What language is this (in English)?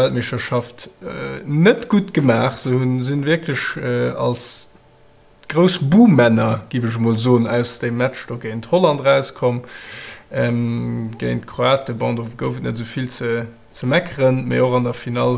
Luxembourgish